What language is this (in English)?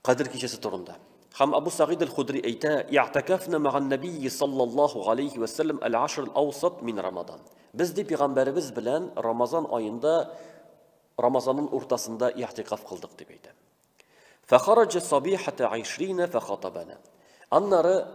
Tatar